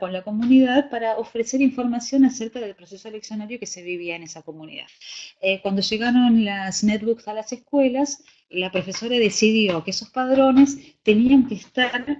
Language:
Spanish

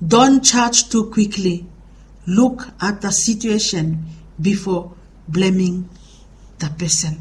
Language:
Bislama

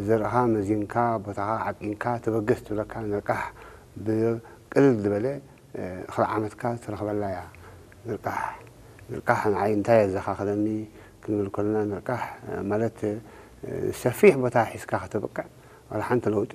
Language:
Tigrinya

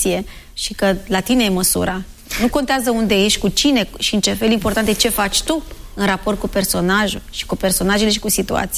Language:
Romanian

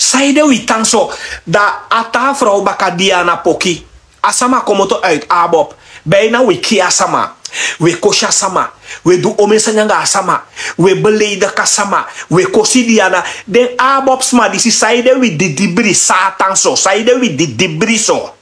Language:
Sranan Tongo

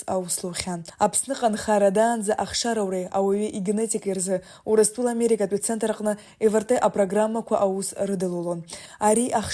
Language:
Abkhazian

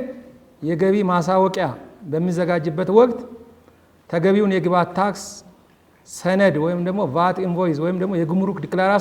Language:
Amharic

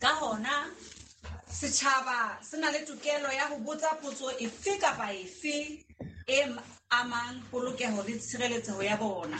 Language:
Southern Sotho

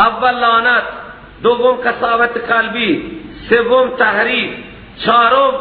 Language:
Persian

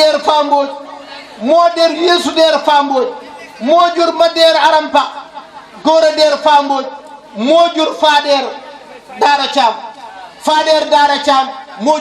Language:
Wolof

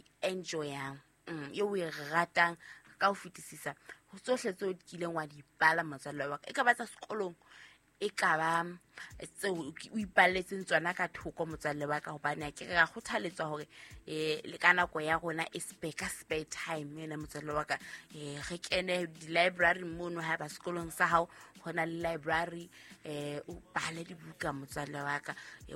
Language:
Southern Sotho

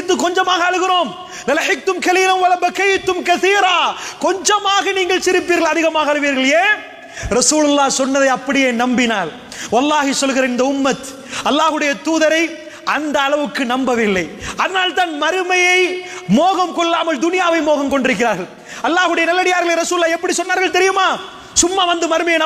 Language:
Tamil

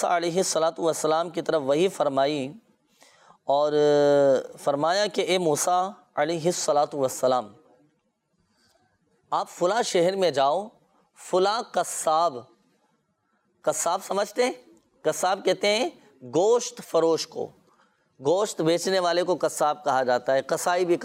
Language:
Urdu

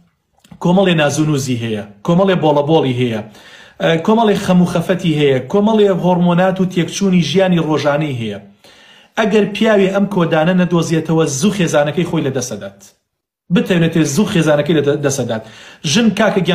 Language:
Central Kurdish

